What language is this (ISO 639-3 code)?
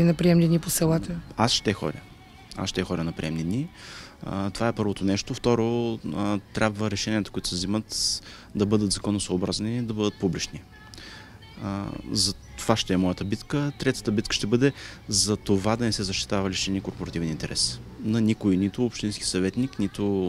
bul